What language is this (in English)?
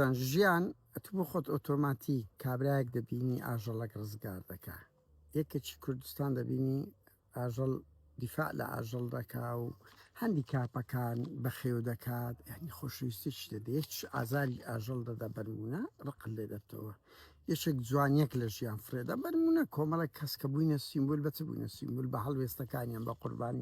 Central Kurdish